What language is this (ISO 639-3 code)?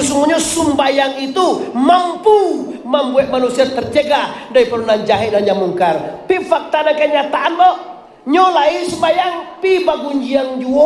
min